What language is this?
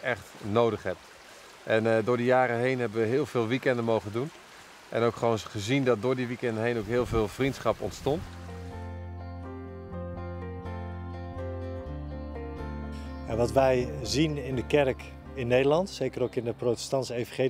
Dutch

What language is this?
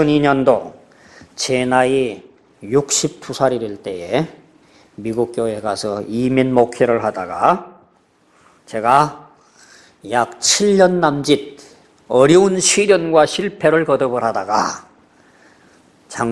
Korean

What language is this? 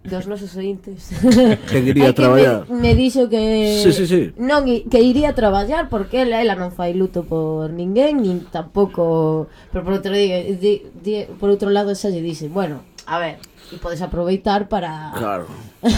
Galician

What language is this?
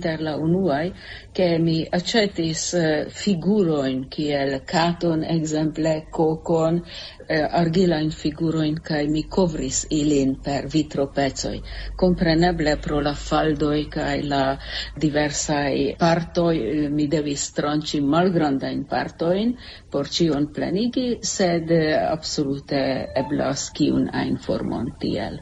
Esperanto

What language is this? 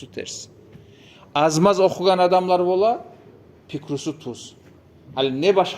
Kumyk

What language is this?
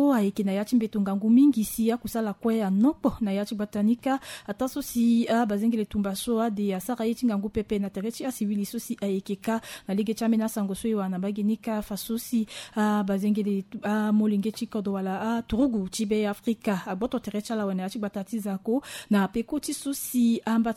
Sango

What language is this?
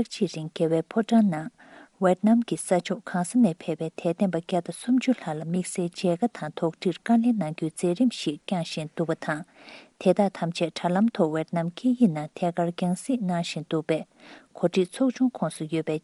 Tibetan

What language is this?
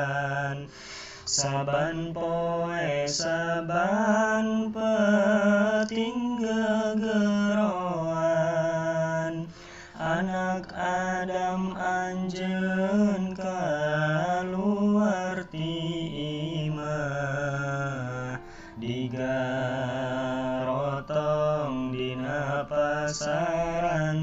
Sundanese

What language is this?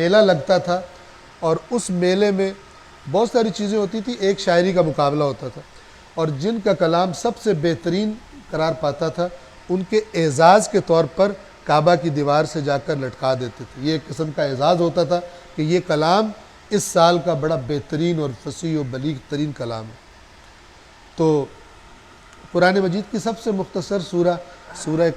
Urdu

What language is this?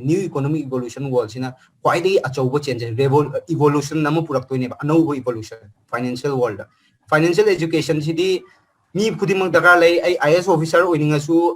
Manipuri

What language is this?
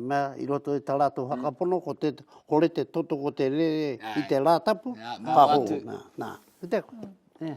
Māori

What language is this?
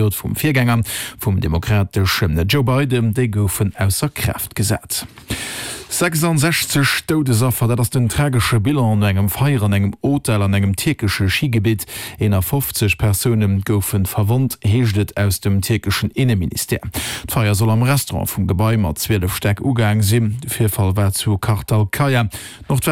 Luxembourgish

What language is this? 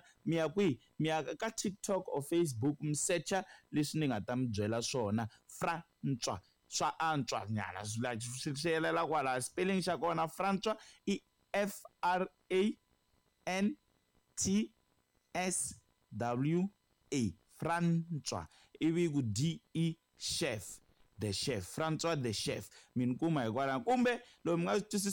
Tsonga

